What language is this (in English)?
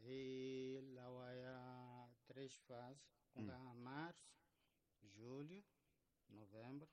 Tsonga